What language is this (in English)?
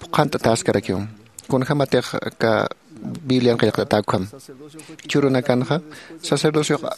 Aymara